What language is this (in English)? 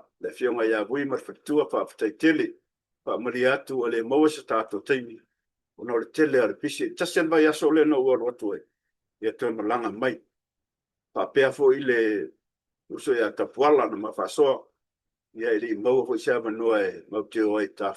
Samoan